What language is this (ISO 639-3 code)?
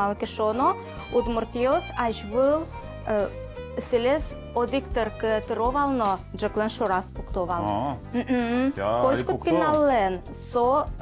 udm